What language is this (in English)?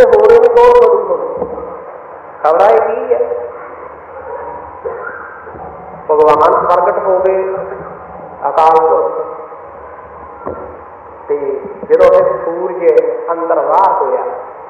Punjabi